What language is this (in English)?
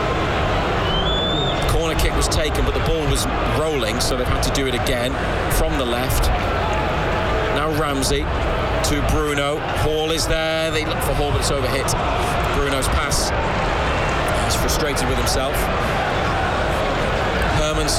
English